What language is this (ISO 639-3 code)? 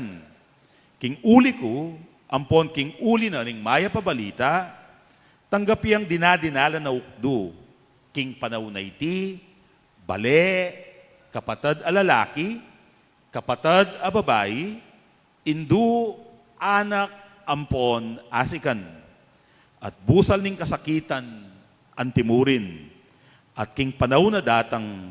pam